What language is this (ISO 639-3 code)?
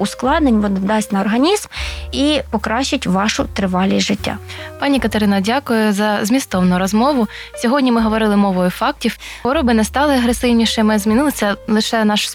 ukr